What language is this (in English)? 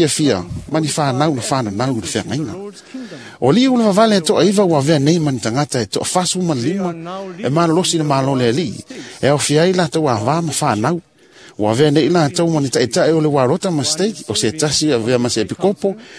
Samoan